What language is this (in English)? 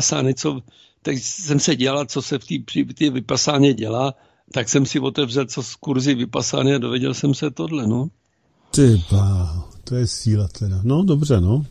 Czech